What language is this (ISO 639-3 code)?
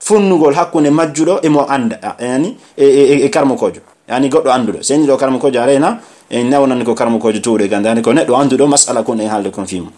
fuf